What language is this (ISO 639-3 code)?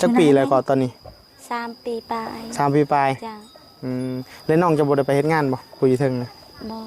tts